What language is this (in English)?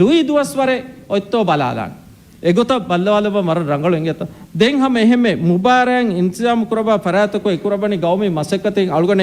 Divehi